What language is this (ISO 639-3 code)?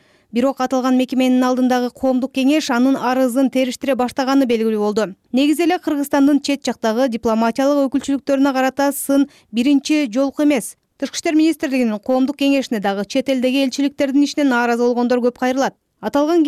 kir